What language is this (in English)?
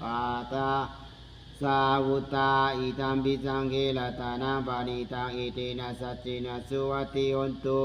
Pali